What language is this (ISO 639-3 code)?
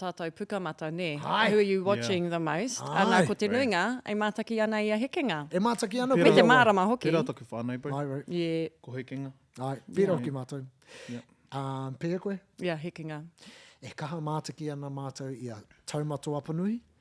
mri